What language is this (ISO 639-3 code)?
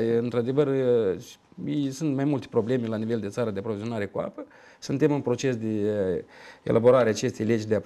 ron